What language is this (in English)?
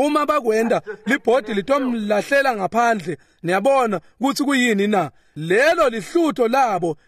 Swati